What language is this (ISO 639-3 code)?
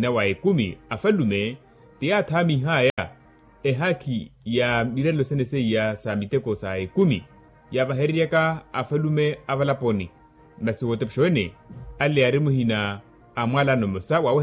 vmw